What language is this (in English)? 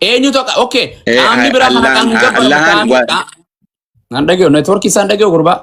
Oromo